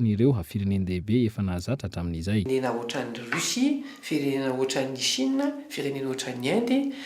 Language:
Malagasy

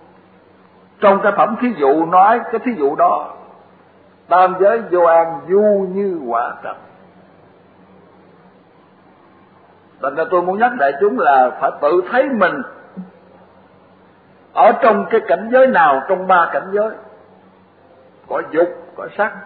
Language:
Vietnamese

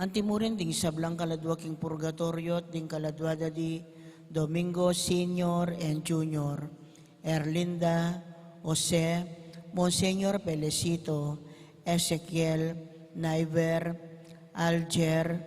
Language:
Pampanga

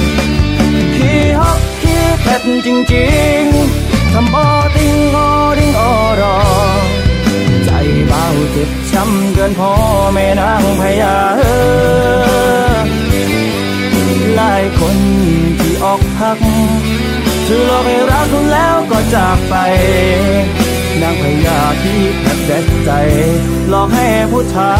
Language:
Thai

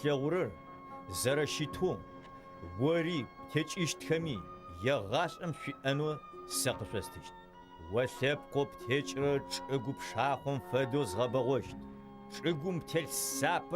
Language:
Adyghe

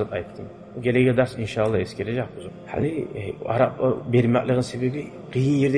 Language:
Kumyk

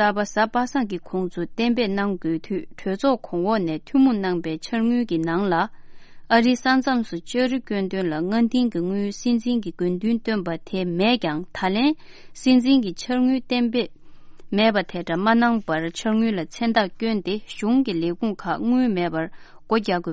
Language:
Tibetan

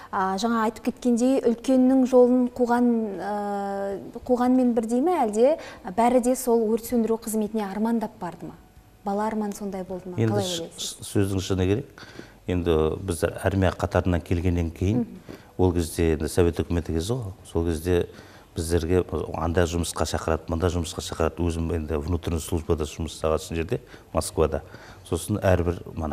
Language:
Kazakh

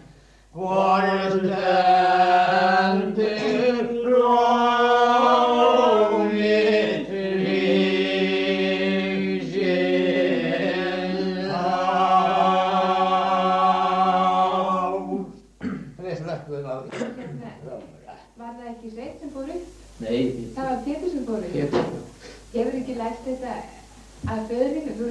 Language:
Icelandic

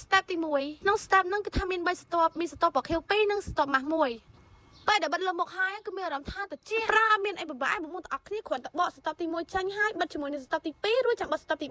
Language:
Khmer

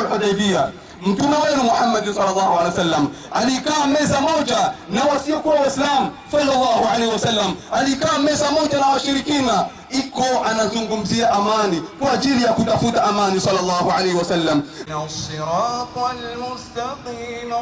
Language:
Swahili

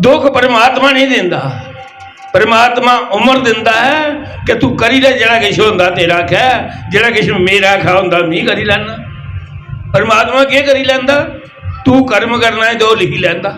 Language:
Dogri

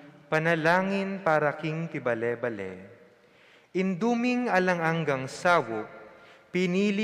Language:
Pampanga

